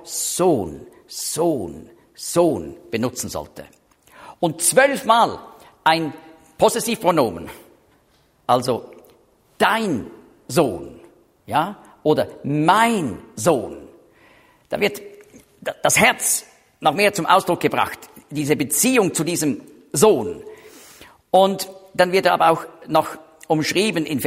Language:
German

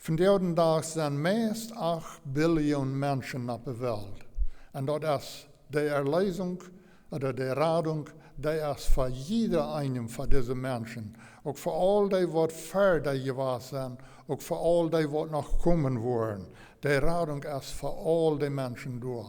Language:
Plautdietsch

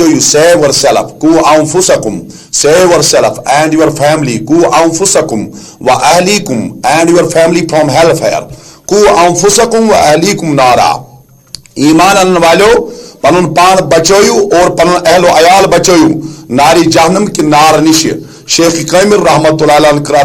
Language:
Kashmiri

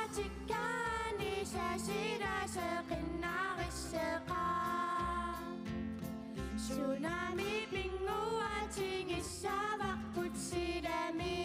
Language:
Kalaallisut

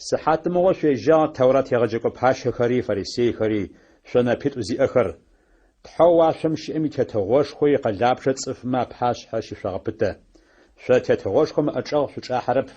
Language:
Adyghe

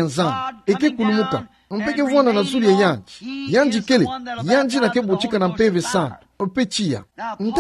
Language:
Kituba (Democratic Republic of Congo)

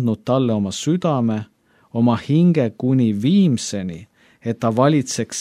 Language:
Estonian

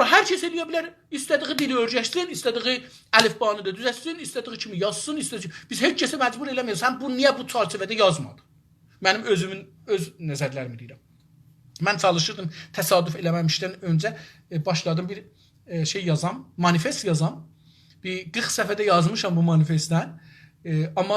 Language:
South Azerbaijani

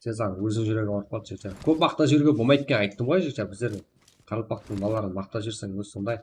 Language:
Kara-Kalpak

